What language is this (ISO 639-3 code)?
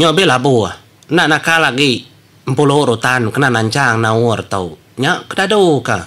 iba